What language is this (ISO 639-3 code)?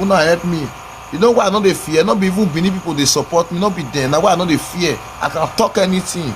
pcm